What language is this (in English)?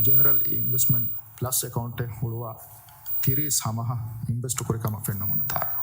Divehi